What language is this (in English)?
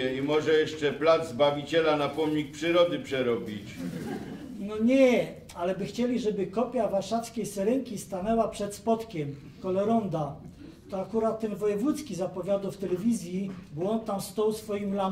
Silesian